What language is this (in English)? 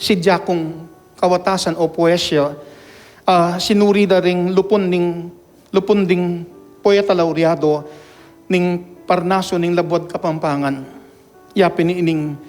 Pampanga